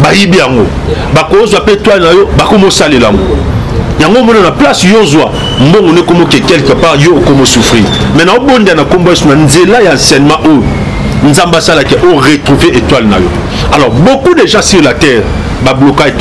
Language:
Lingala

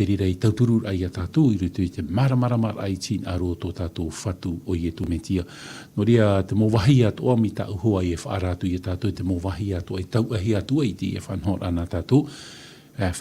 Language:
Tahitian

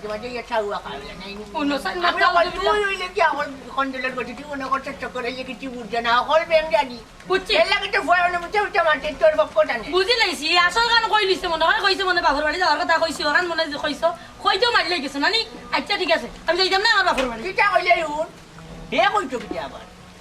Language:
Sylheti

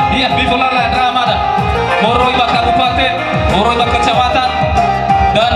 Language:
Nias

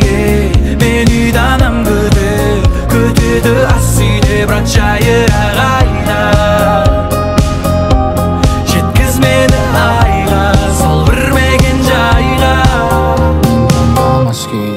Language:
Kazakh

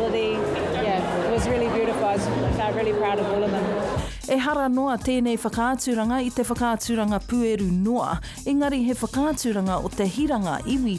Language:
Māori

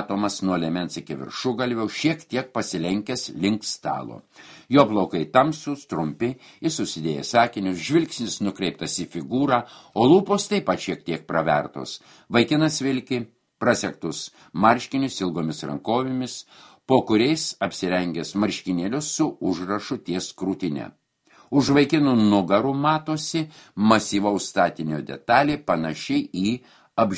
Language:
Lithuanian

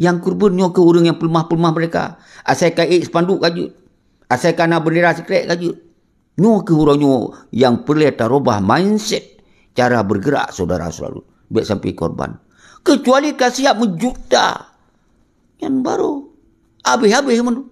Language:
Achinese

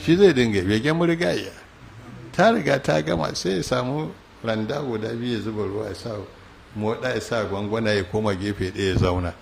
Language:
Hausa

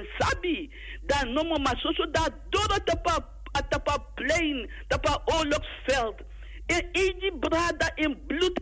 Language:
Sranan Tongo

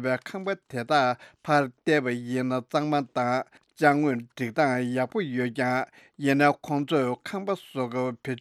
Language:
Tibetan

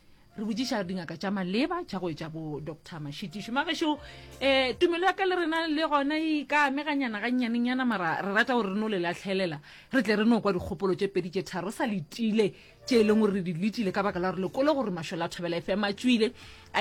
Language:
Northern Sotho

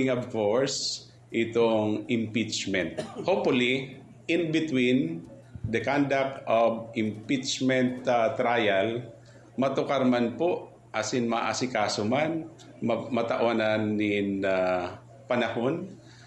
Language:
Bikol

